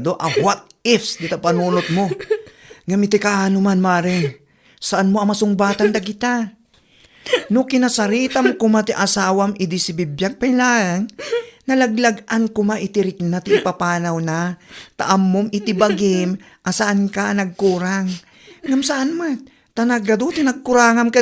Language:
Iloko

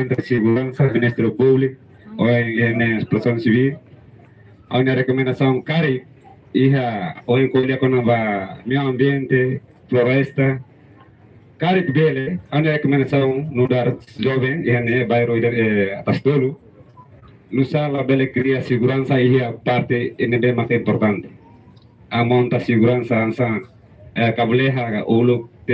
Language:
Tetum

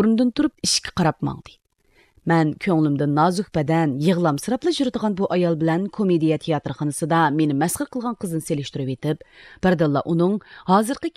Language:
Uyghur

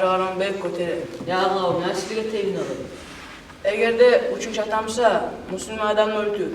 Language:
Kumyk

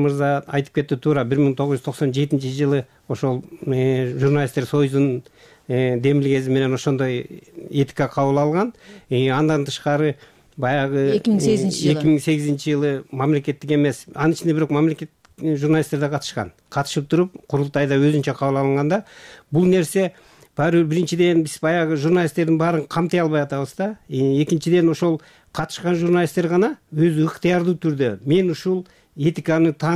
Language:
Kyrgyz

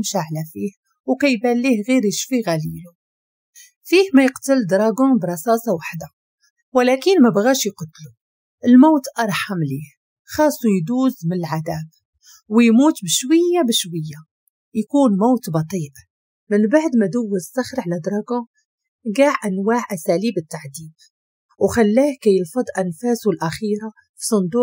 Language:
Moroccan Arabic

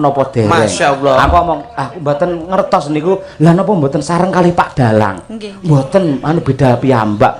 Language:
Javanese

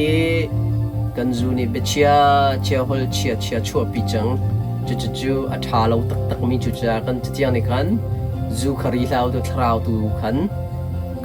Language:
Hakha Chin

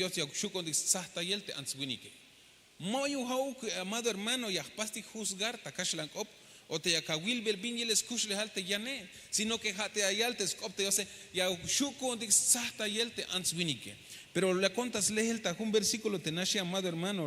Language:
Tzeltal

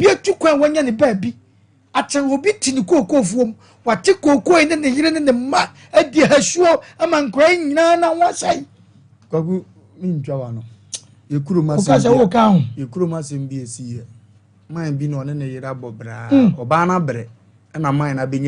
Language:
Akan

